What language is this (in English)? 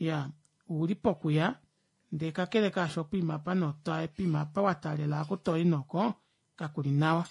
Kuanyama